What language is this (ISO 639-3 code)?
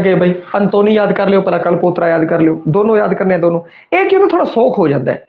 pan